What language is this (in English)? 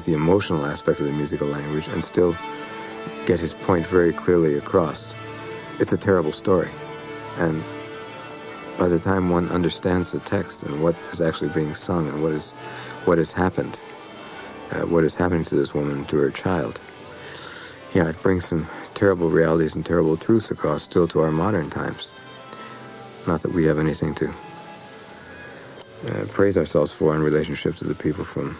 English